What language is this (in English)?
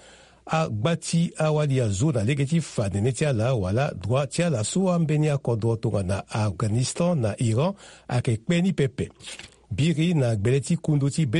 Sango